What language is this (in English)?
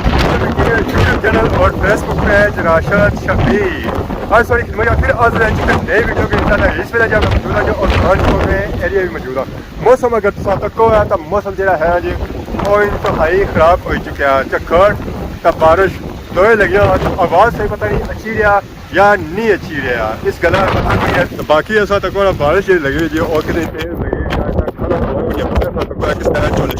Pahari-Potwari